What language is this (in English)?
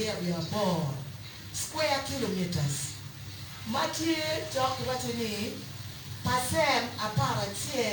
Acoli